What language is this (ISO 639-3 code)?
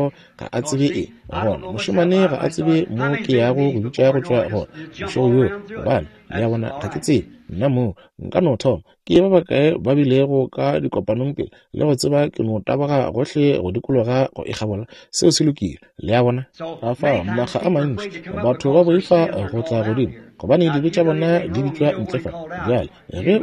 nso